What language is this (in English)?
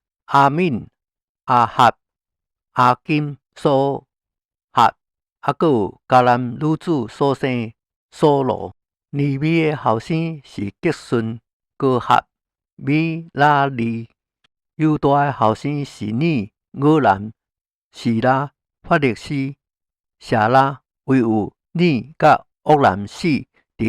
Min Nan Chinese